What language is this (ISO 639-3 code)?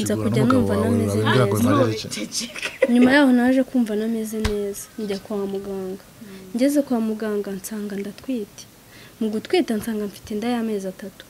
kin